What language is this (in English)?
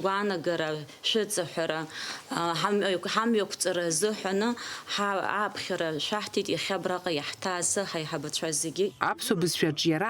Abkhazian